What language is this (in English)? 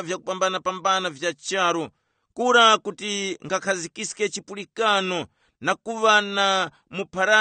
Tumbuka